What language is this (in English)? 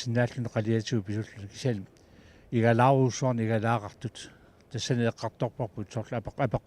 Kalaallisut